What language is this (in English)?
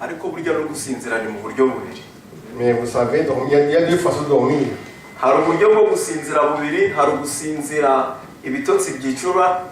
Kinyarwanda